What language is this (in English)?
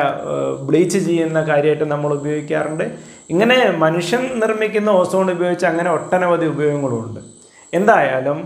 Malayalam